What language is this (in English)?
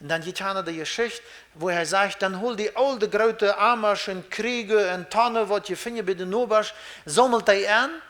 Plautdietsch